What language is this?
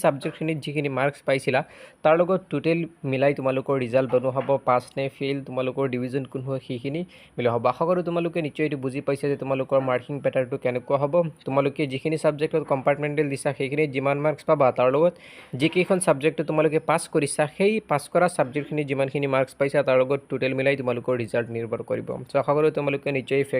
Assamese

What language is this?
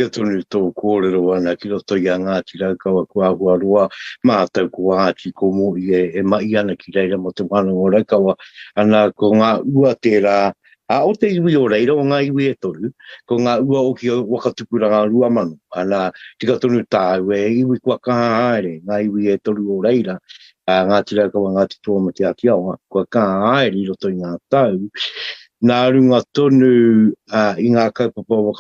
Māori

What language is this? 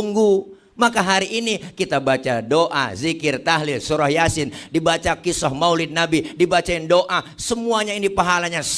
Betawi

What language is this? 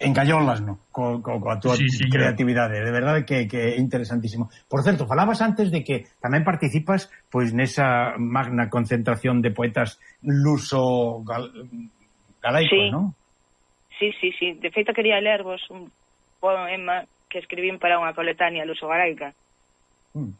Galician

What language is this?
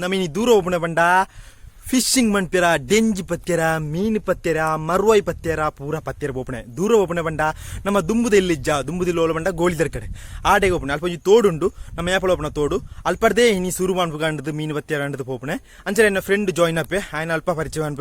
Tulu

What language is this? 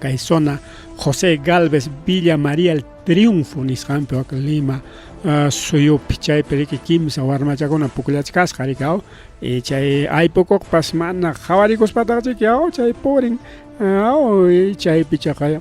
Ayacucho Quechua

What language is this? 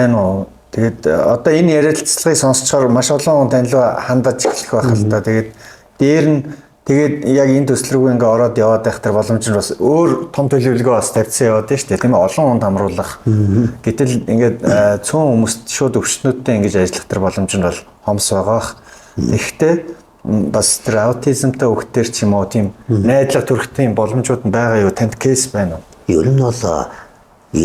Mongolian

